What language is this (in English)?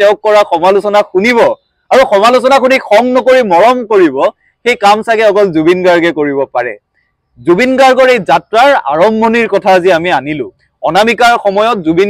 Assamese